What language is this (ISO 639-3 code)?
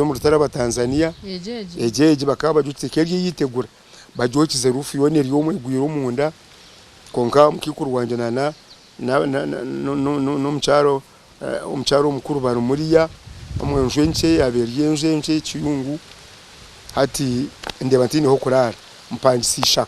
nyn